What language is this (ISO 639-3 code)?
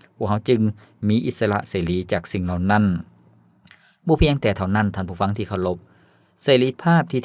lao